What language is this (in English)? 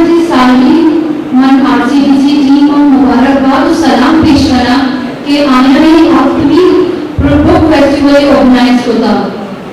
Eastern Balochi